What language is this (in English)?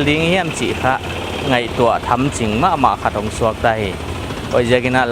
Paite Chin